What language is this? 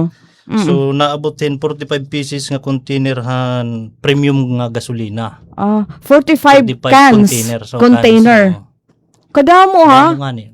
Waray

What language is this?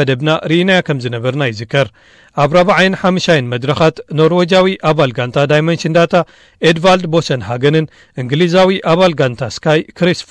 Tigrinya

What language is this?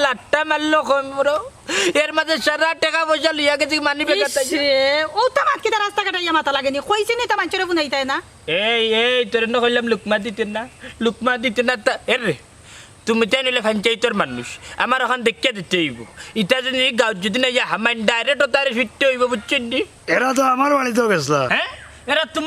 Sylheti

